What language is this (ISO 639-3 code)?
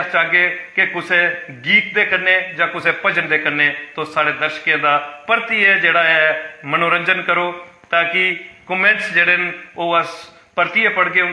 doi